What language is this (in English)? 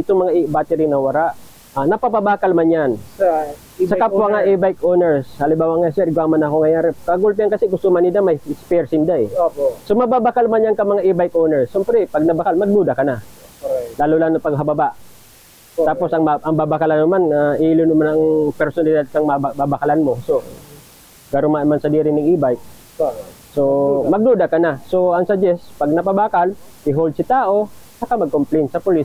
Bikol